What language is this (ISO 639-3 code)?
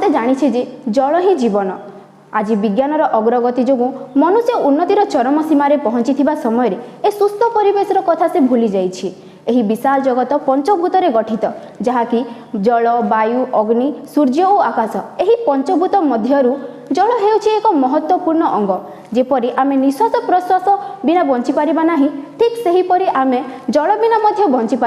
ori